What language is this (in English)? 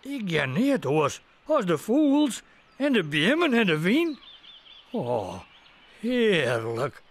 Western Frisian